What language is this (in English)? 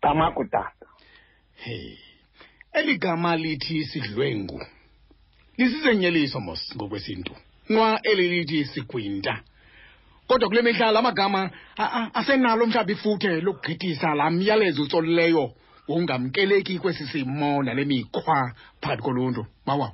Xhosa